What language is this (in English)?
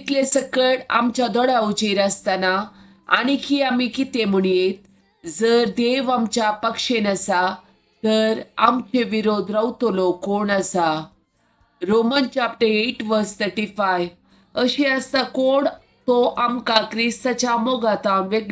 Konkani